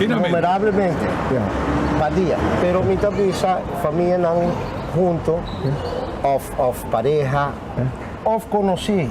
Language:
Papiamento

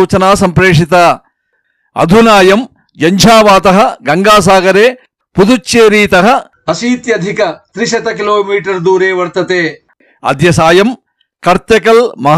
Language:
Sanskrit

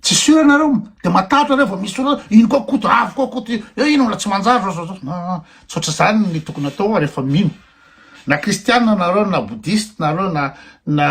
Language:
Malagasy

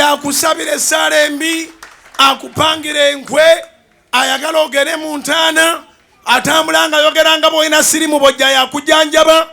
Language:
Ganda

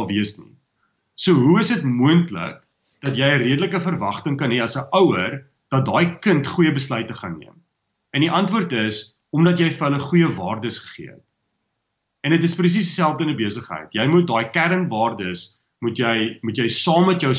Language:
Afrikaans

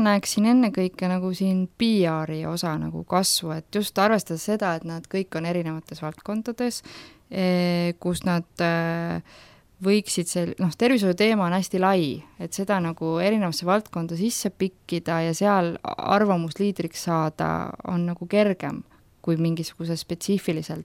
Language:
Estonian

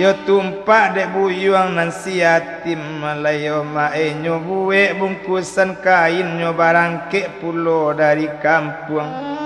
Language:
Minangkabau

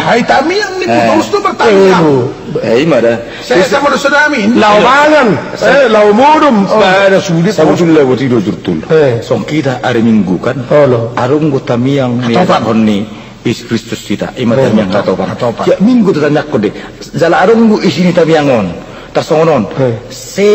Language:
Batak Toba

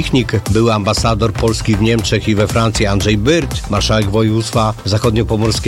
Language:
Polish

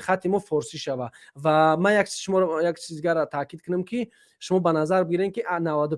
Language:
Tajik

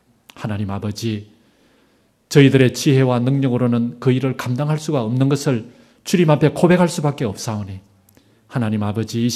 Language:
Korean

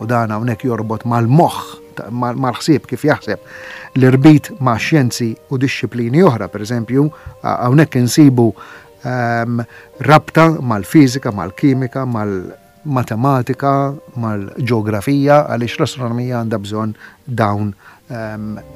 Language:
Maltese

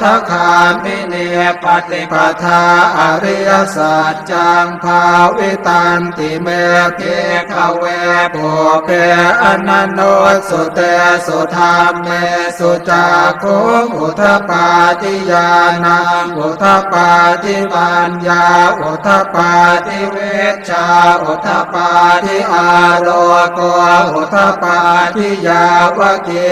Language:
Pali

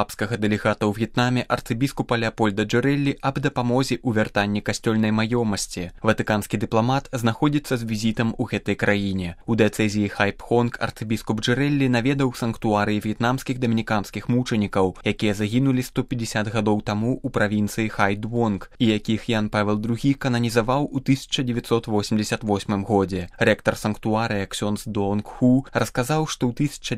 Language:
Belarusian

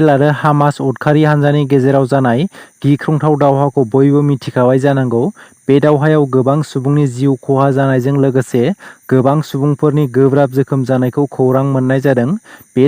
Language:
Bodo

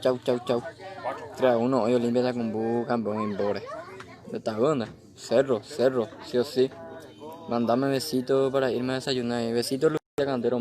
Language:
Guarani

